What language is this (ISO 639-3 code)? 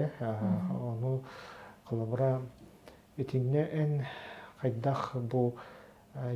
sah